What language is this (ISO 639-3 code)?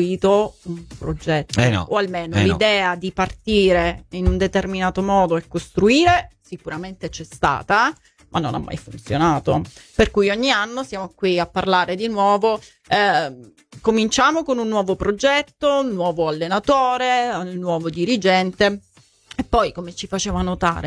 ita